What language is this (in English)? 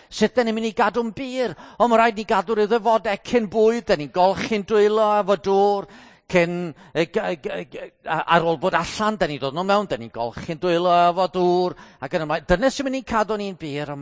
Welsh